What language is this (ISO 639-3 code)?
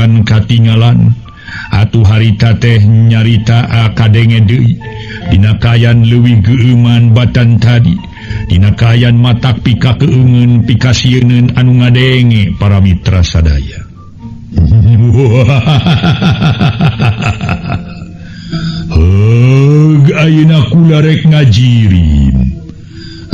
sun